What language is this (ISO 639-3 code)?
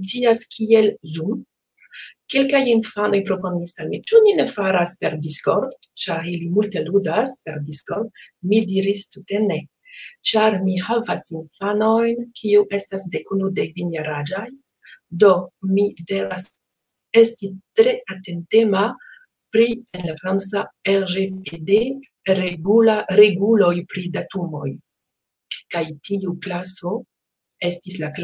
epo